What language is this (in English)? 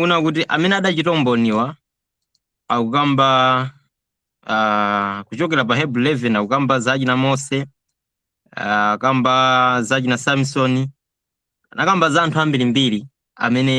Nyanja